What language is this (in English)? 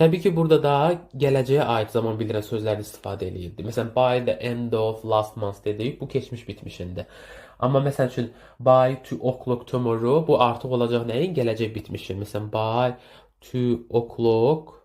Azerbaijani